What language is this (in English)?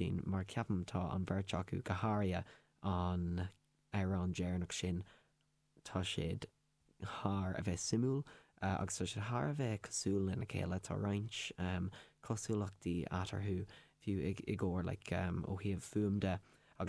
Irish